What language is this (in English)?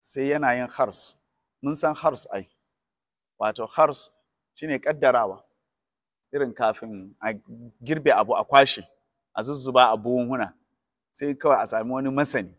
Hausa